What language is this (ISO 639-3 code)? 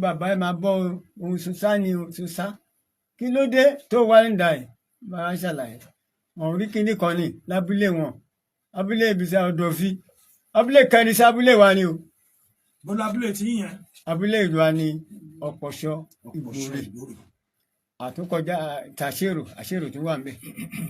yor